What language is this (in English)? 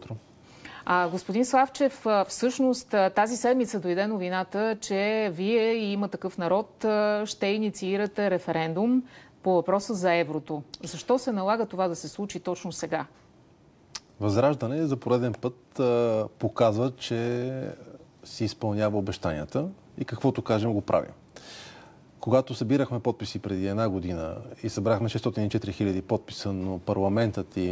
Bulgarian